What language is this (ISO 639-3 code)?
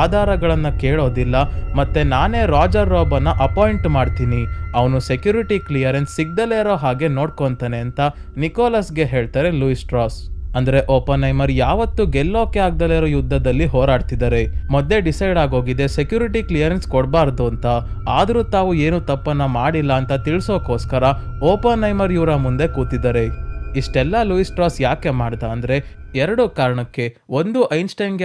kan